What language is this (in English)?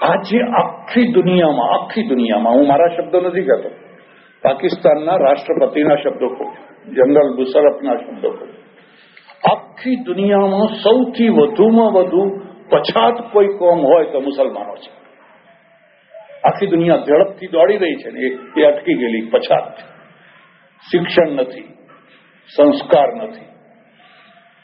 Gujarati